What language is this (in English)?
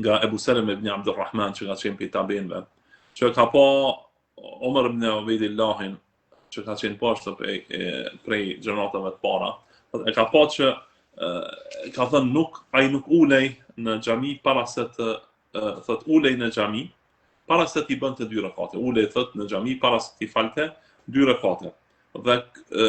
Albanian